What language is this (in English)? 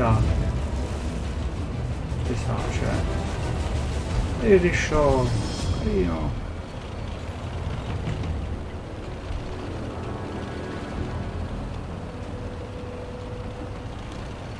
Italian